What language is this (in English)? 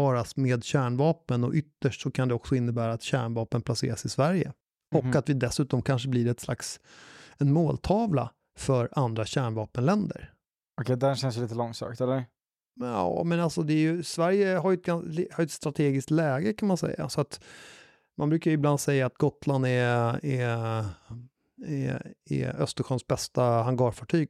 Swedish